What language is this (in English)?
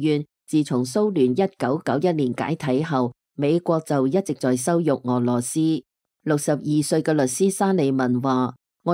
Cantonese